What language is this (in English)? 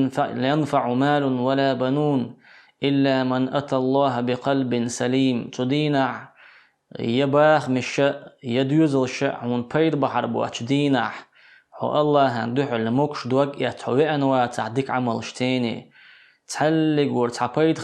Chechen